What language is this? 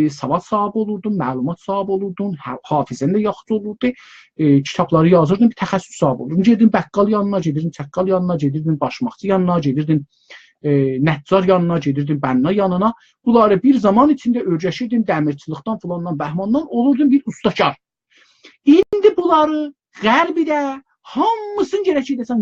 South Azerbaijani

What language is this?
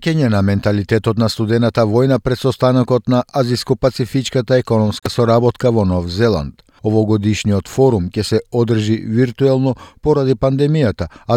Macedonian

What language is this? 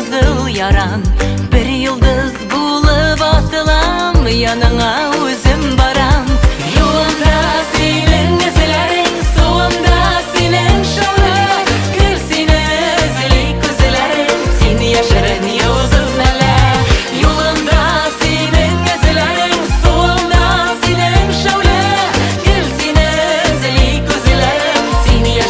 Tatar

